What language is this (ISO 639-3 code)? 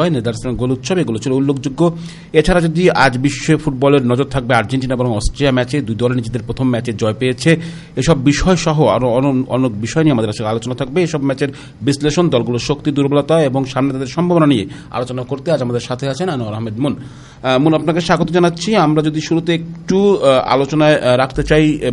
ben